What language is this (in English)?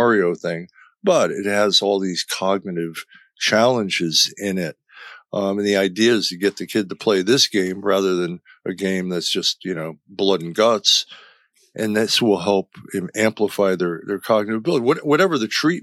English